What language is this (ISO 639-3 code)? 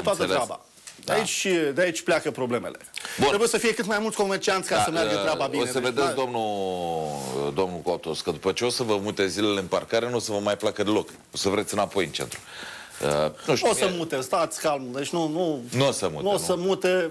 ron